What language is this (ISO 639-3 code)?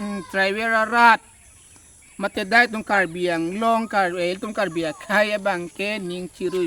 mjw